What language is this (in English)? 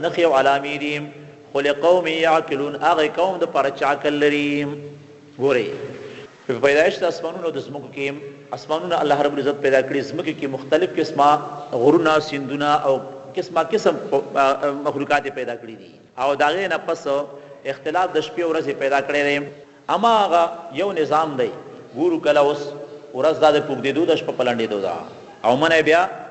Pashto